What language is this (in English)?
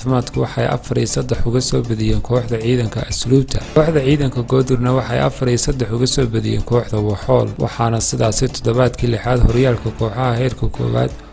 Somali